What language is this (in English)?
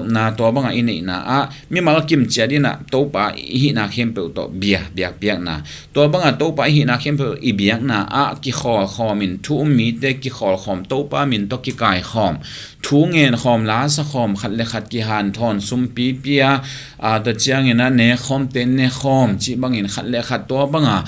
Tedim Chin